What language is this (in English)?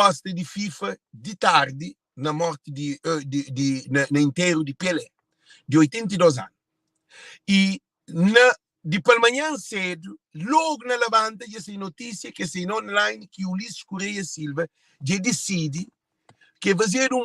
Kabuverdianu